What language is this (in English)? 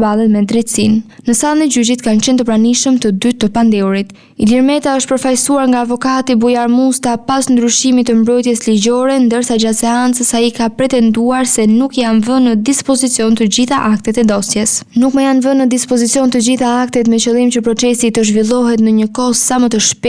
Albanian